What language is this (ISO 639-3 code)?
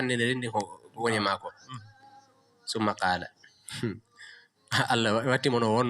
ful